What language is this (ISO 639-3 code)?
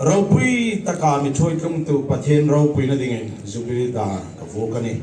hmr